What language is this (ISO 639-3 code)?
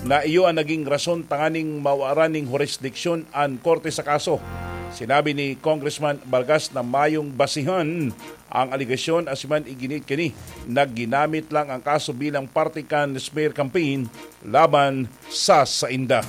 bik